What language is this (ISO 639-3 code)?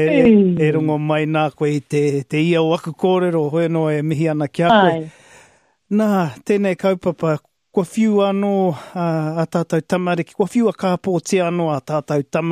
mri